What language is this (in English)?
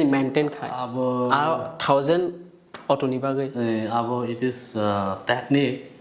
Kok Borok